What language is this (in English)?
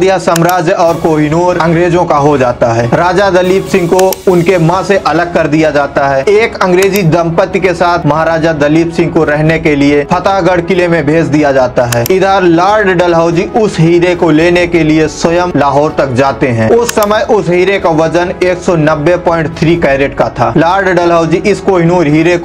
Hindi